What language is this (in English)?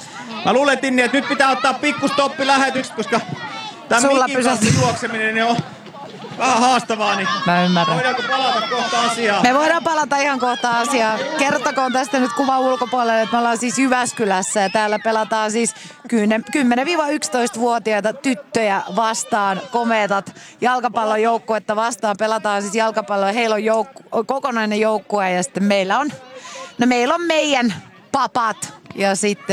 Finnish